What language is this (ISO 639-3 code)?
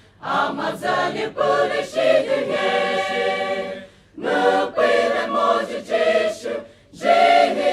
pmx